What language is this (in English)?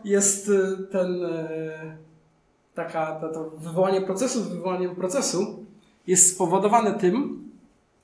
Polish